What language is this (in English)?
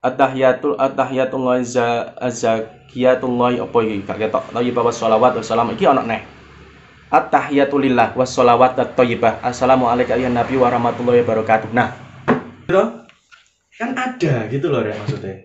Javanese